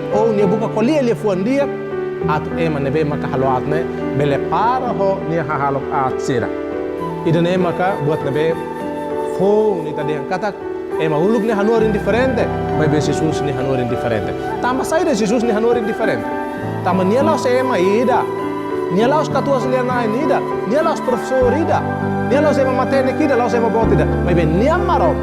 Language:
Tetum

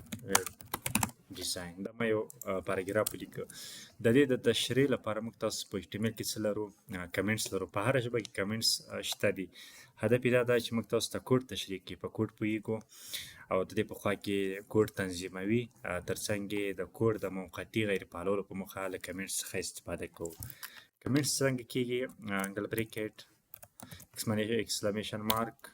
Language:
Pashto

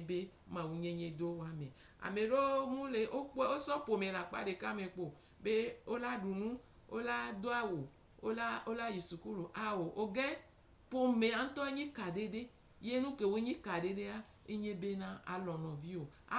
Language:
Gen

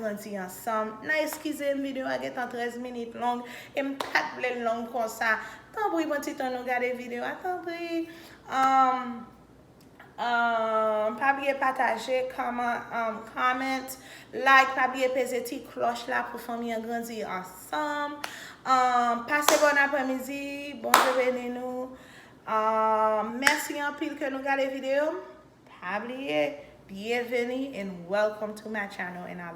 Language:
Haitian Creole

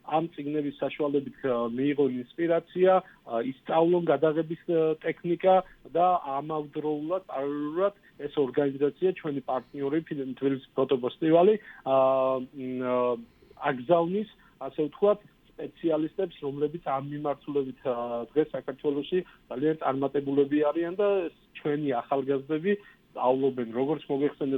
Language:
Georgian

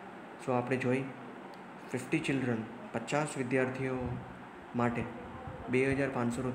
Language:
Gujarati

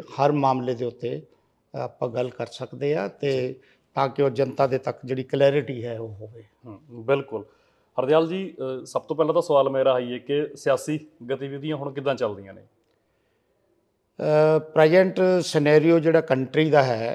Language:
Punjabi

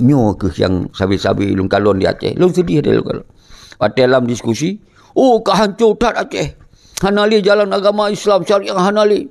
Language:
Achinese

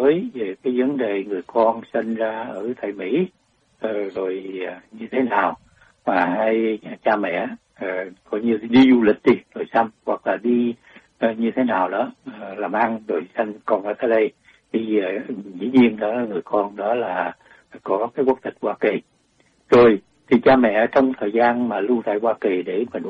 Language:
Vietnamese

